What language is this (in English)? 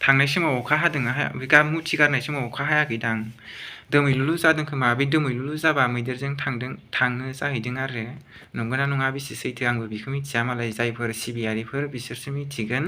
Bodo